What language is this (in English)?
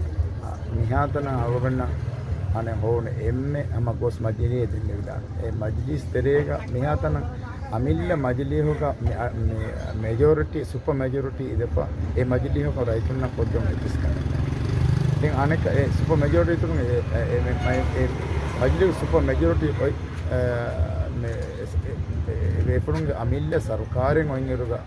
Divehi